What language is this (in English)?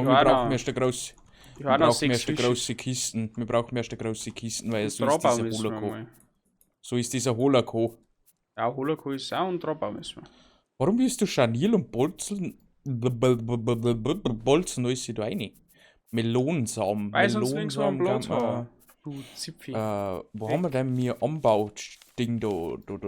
Bavarian